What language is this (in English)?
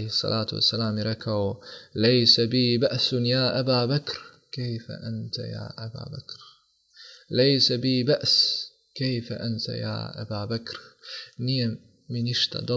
Bosnian